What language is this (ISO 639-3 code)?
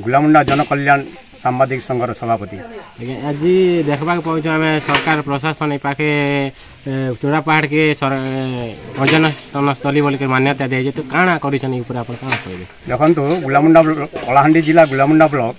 ori